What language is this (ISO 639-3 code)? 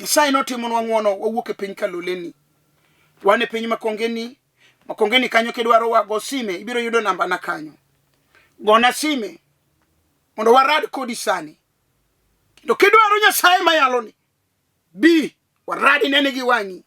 luo